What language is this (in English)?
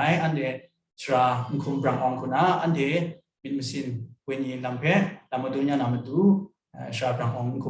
Kachin